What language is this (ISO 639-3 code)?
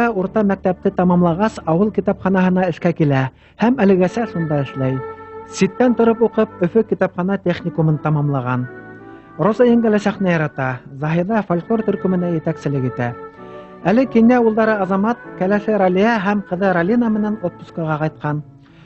bak